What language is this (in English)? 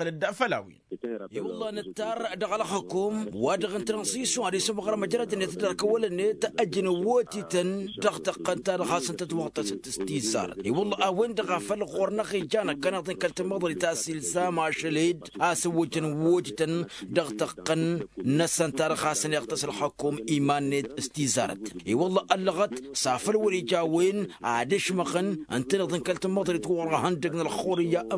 Tamasheq